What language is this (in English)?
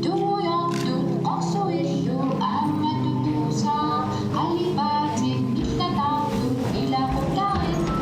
Kalaallisut